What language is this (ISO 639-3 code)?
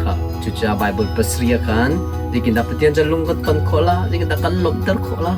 cnh